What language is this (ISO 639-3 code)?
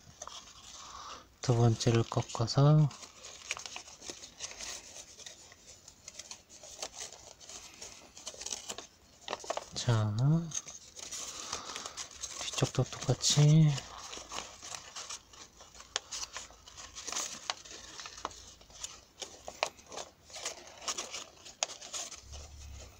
kor